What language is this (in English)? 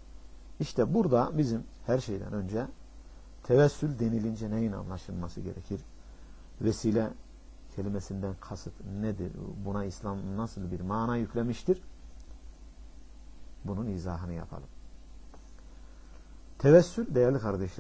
Turkish